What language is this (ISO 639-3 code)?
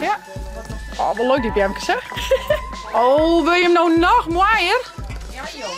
fry